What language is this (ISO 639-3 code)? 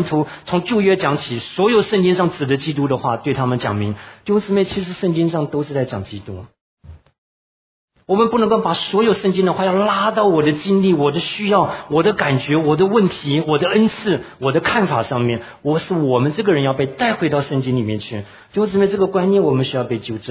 zho